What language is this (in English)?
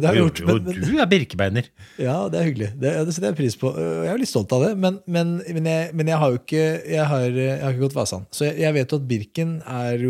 Norwegian